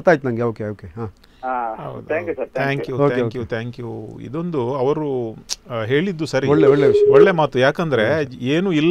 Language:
Kannada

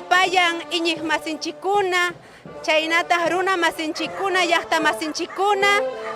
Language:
Ayacucho Quechua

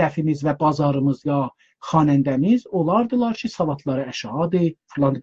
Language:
South Azerbaijani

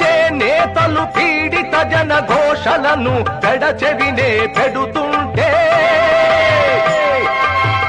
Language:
Telugu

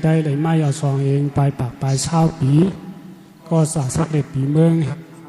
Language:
Shan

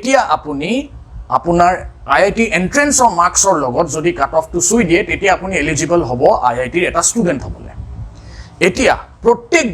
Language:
Assamese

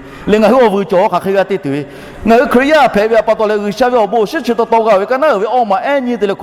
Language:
Lahu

